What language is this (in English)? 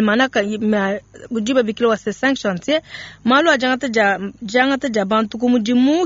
Luba-Lulua